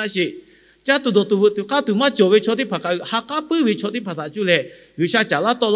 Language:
Lahu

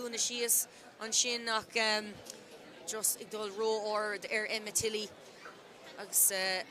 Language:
Irish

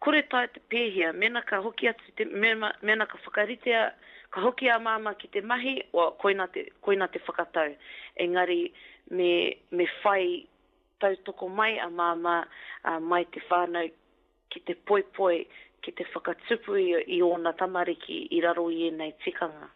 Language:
Māori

